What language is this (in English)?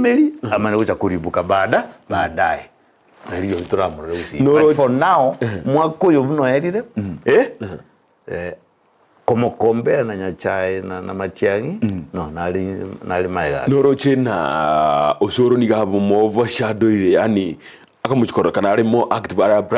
Gusii